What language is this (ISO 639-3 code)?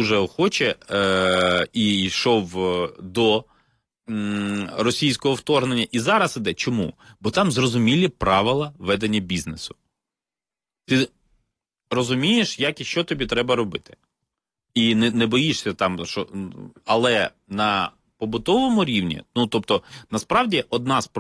ukr